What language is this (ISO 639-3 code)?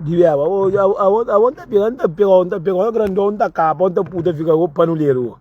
kea